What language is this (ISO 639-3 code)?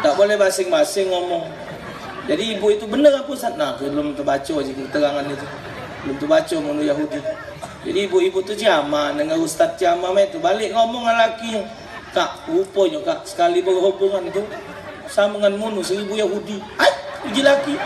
mui